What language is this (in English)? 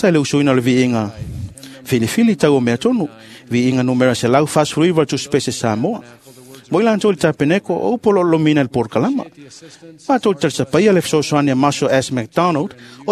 Samoan